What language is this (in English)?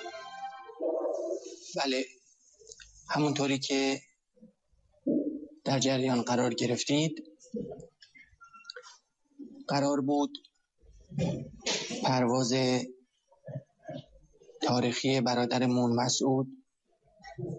Persian